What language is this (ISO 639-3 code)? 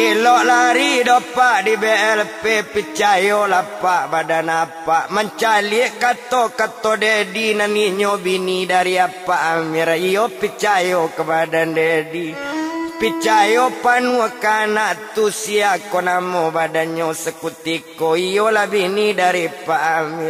min